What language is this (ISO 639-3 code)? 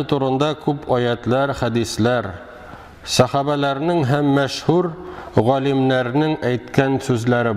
tat